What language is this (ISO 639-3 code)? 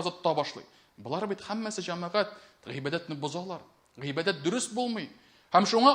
tat